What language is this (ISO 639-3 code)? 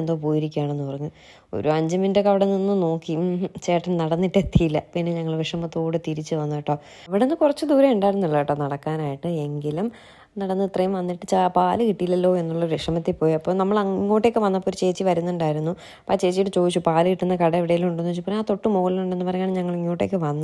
mal